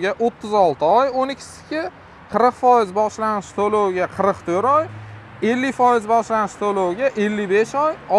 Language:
Uzbek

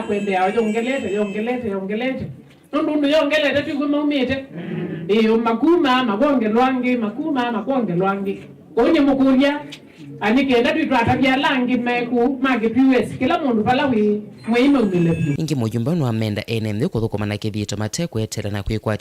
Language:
Kamba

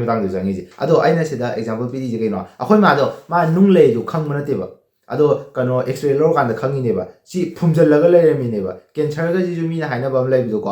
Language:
Manipuri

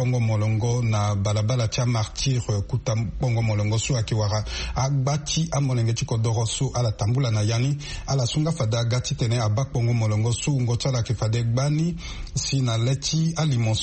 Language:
Sango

